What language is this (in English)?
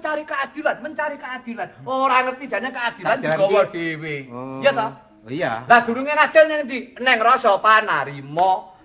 Javanese